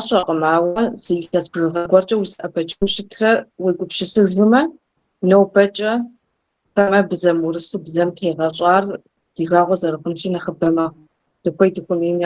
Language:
Kabardian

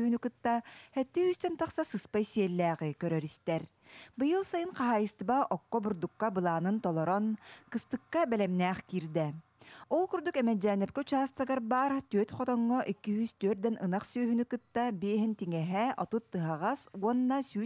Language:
Yakut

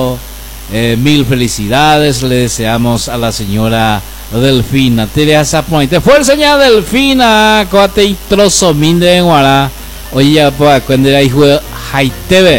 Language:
Guarani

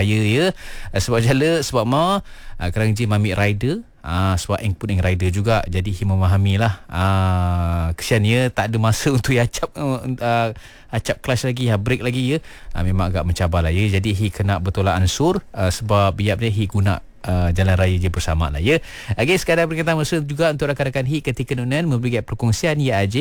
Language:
Malay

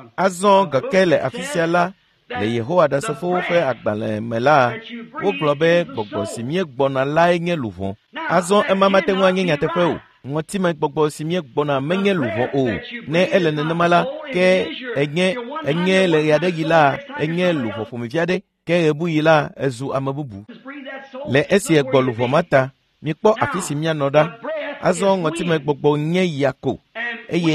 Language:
Ewe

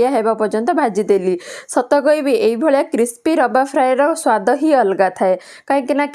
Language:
Odia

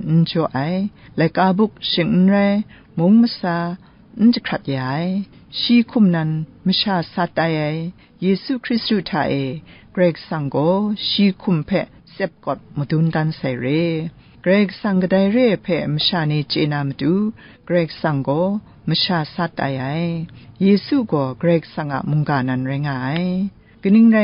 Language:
Kachin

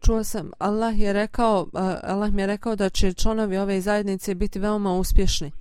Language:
Bosnian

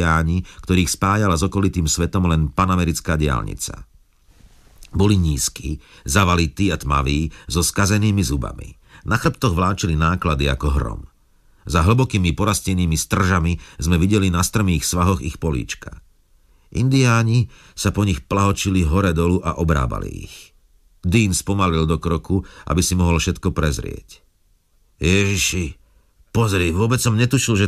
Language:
Slovak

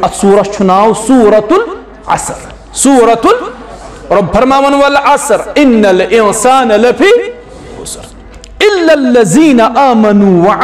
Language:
Kashmiri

